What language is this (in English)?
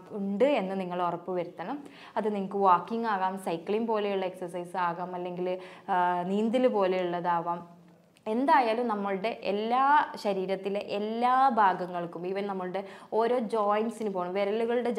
Malayalam